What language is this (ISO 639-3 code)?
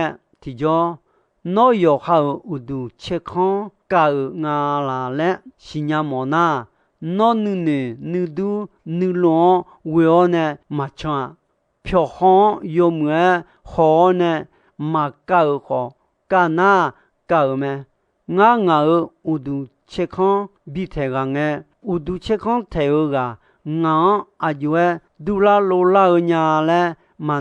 ahk